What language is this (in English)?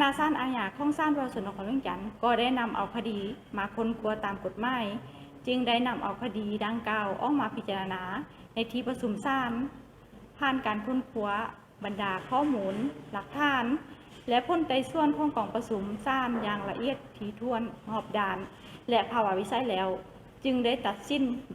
Lao